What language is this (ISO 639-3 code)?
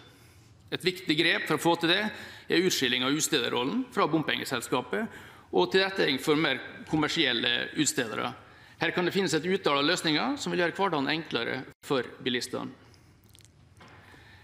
nor